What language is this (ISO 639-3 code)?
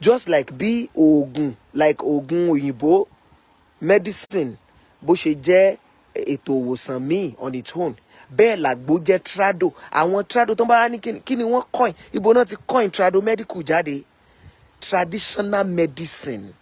yor